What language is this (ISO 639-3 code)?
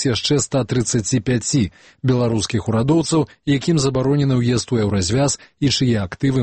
bel